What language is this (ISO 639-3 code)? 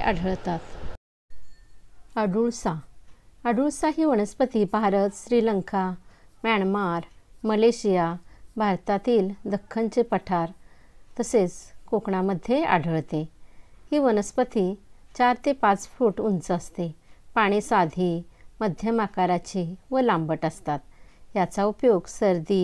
mar